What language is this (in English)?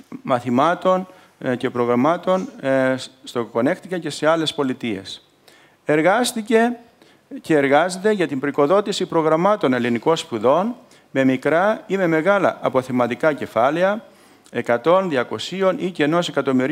Greek